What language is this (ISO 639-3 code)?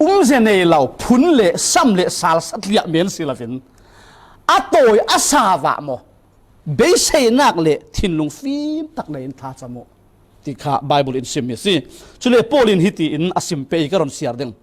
cfm